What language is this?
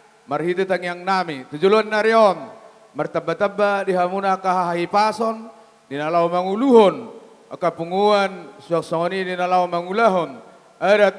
Batak Toba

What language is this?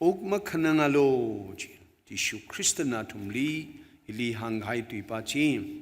Tangkhul Naga (India)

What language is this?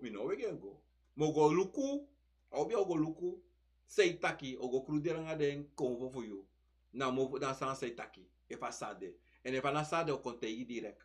Sranan Tongo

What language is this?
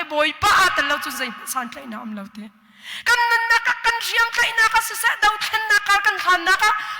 Hakha Chin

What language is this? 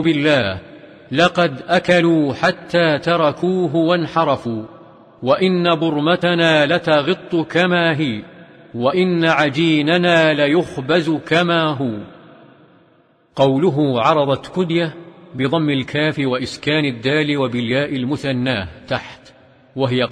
Arabic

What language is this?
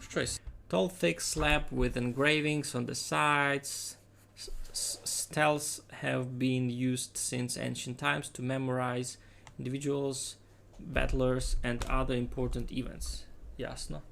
Rusyn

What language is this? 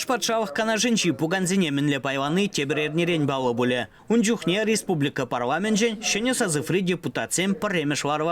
Chuvash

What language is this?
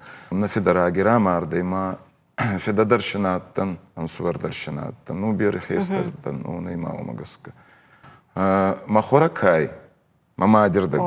Ossetic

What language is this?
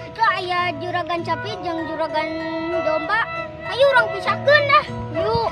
Sundanese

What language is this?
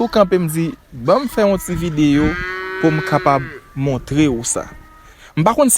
Haitian Creole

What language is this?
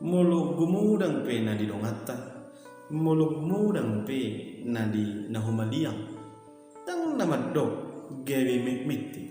Batak Toba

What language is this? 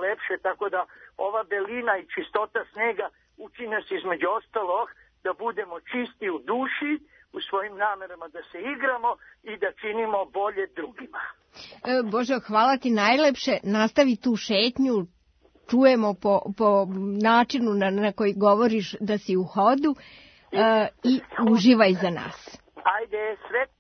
Serbian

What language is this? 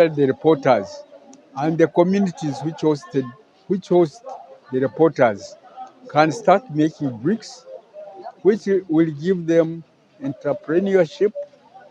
Nyankole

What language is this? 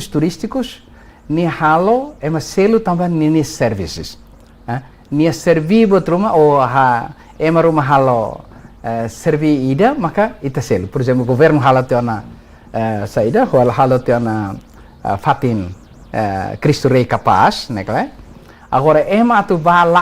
Tetum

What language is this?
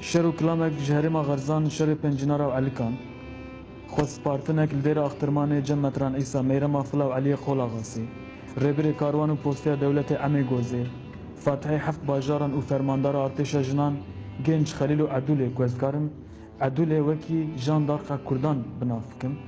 Kurdish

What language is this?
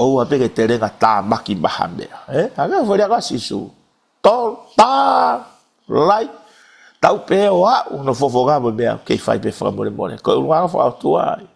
Tongan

